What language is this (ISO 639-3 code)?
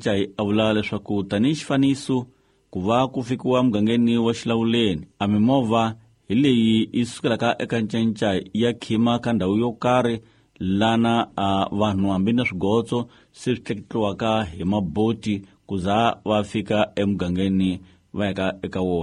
tso